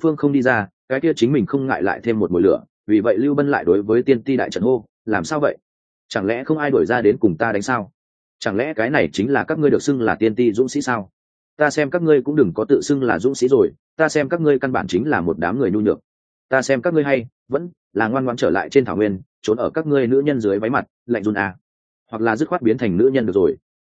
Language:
Vietnamese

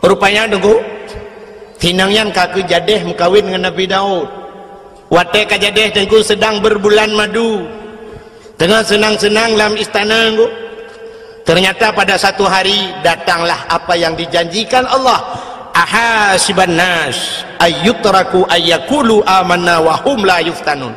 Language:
Achinese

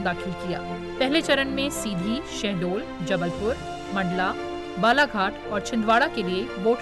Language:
Hindi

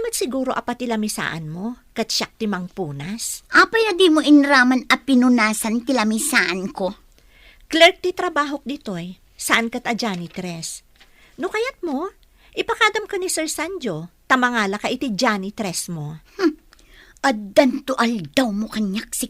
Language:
Iloko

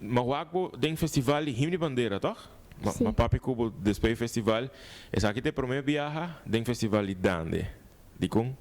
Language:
Papiamento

